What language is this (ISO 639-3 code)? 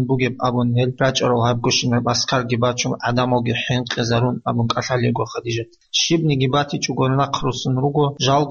ava